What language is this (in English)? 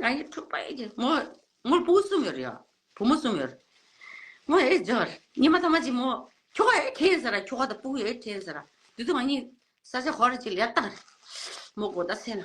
Tibetan